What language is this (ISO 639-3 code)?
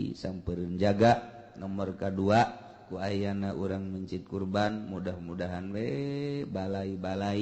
sun